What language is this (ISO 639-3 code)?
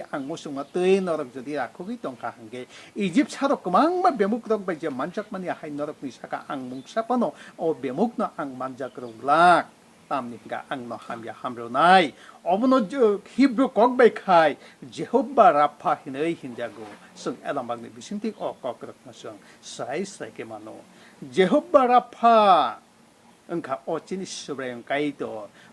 trp